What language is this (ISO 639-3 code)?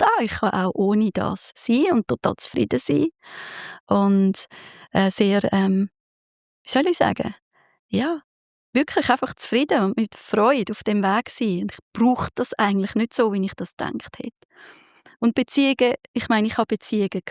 gsw